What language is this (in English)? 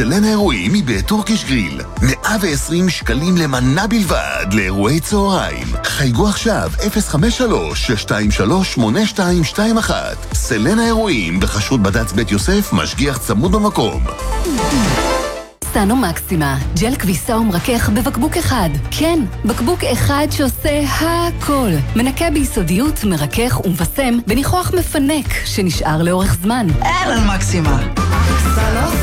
Hebrew